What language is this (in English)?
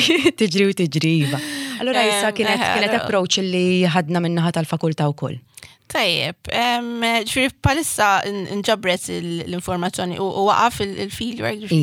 Maltese